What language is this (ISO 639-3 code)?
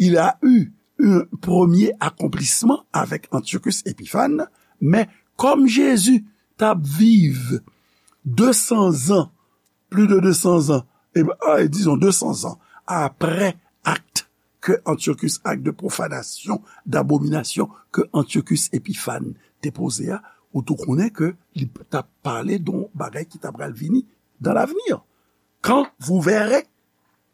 hat